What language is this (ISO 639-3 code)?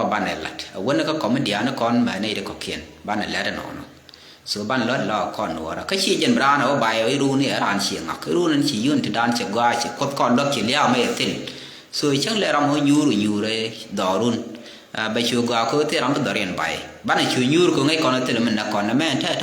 nus